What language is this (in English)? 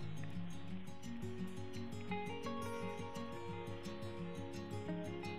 Swedish